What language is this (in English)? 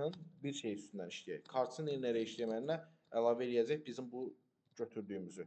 Azerbaijani